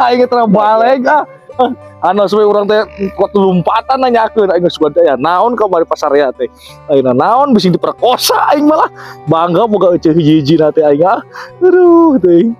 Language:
Sundanese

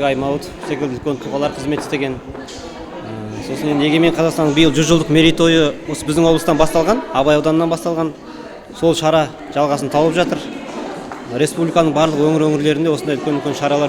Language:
Kazakh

